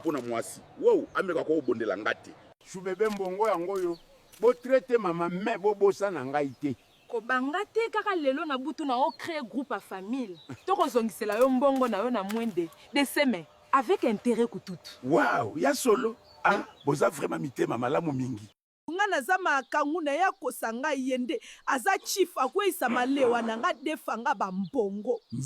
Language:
Lingala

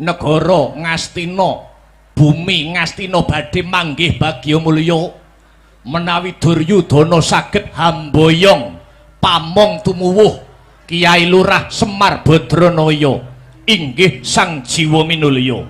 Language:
Javanese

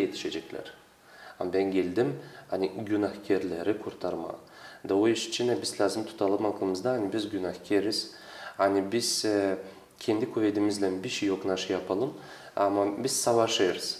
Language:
Gagauz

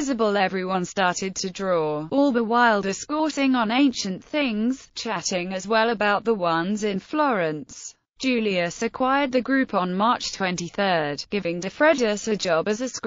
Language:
English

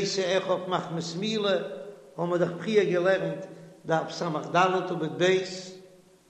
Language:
Yiddish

